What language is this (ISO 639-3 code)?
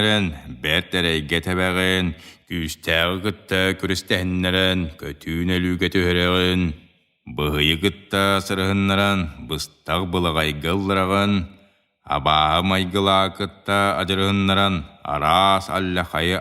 sah